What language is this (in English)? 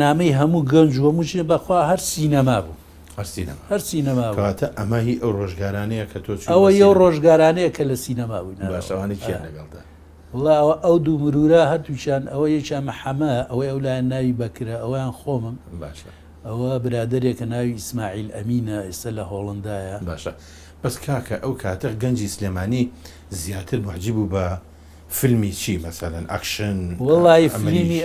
Central Kurdish